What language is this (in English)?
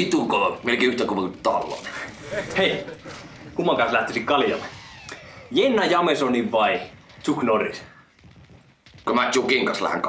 Finnish